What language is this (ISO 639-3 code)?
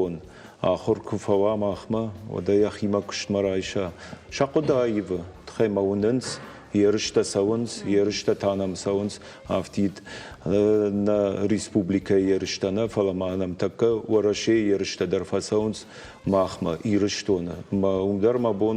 oss